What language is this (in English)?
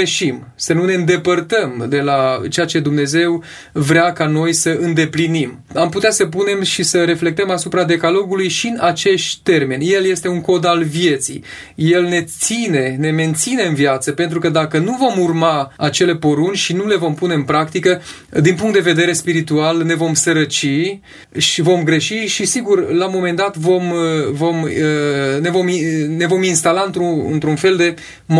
Romanian